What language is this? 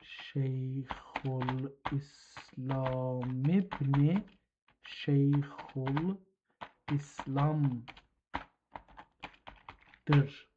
South Azerbaijani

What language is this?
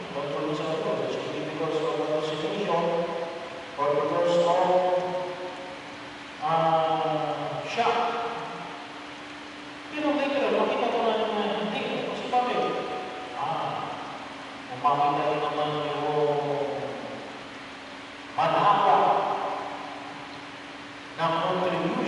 Filipino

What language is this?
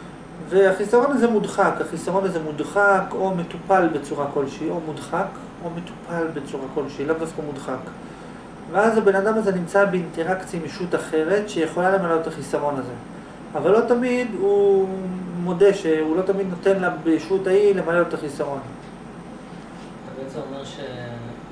Hebrew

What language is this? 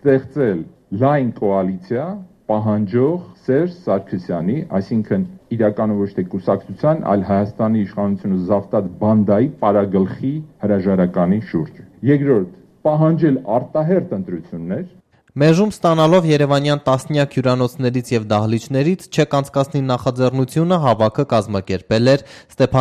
Armenian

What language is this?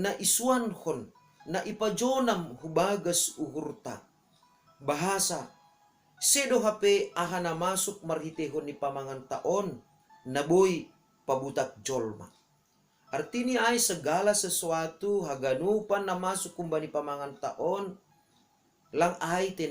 Batak Simalungun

